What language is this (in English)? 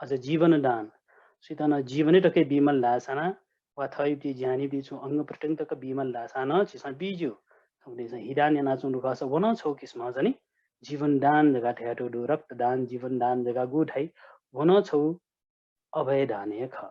Newari